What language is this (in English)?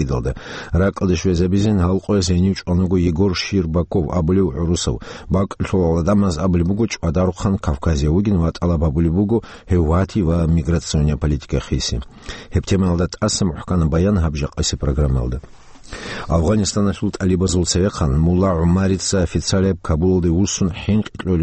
Avaric